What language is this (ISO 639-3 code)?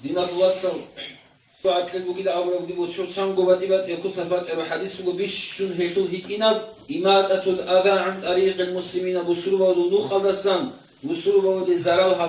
ava